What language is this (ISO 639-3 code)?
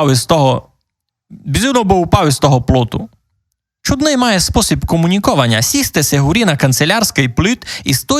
rue